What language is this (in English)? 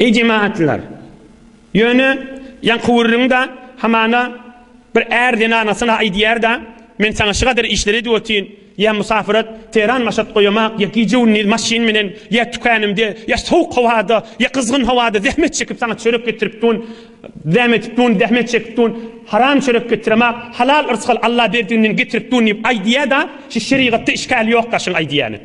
Turkmen